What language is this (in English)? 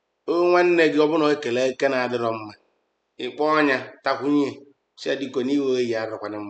Igbo